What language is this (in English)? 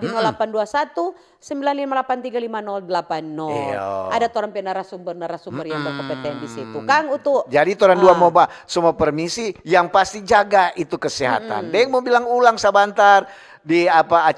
Manado Malay